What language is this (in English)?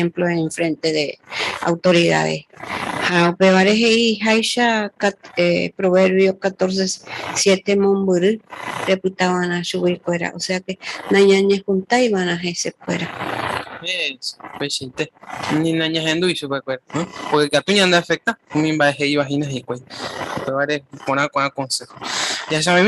Guarani